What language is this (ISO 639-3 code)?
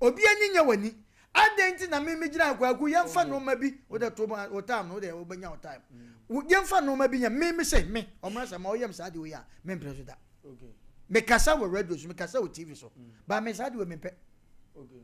aka